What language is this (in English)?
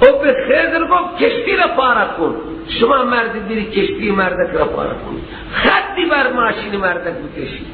Persian